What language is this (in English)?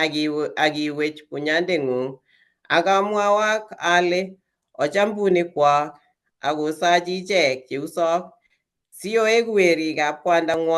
Kalenjin